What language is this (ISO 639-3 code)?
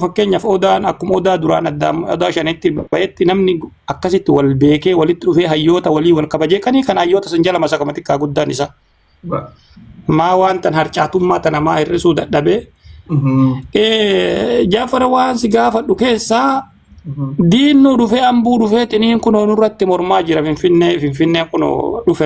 orm